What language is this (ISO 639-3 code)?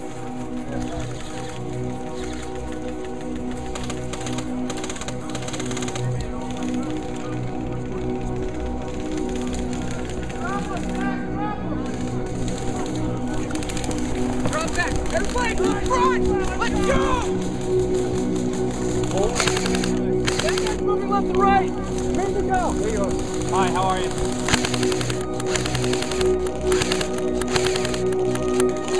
eng